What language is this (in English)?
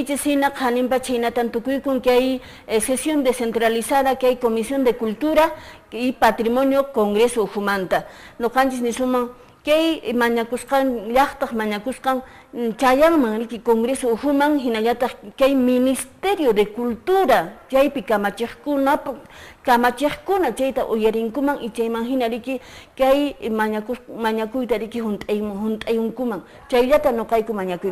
Quechua